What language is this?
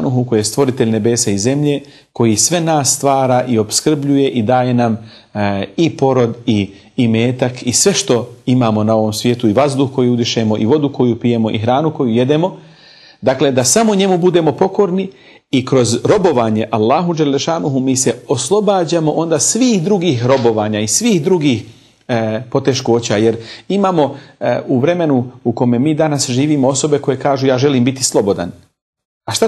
Bosnian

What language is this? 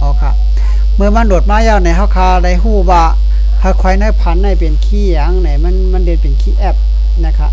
Shan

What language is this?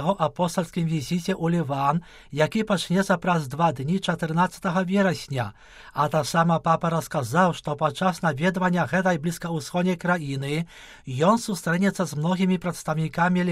Belarusian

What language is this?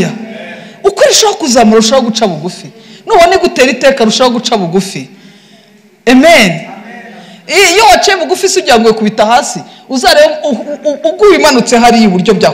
Kinyarwanda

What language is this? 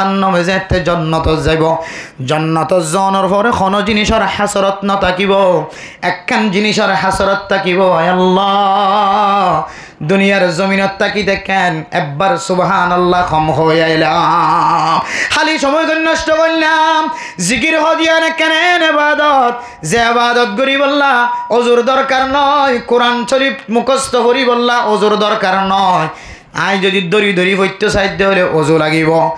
Rohingya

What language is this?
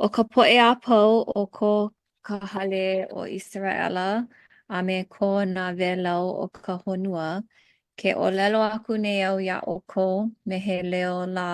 Hawaiian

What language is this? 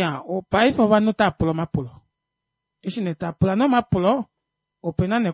Kuanyama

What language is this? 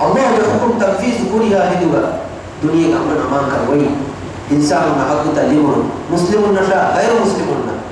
Divehi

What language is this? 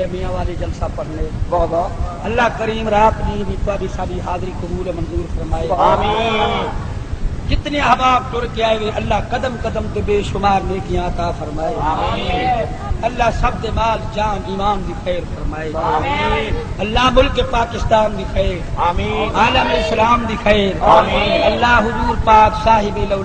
Saraiki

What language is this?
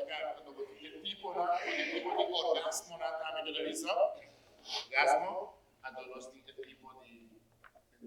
Papiamento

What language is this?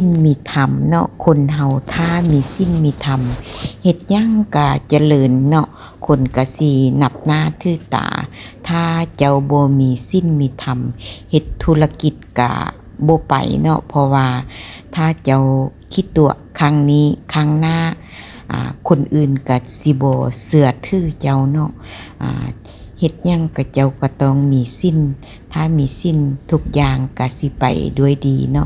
Lao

